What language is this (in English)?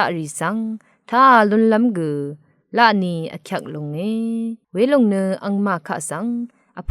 Rawang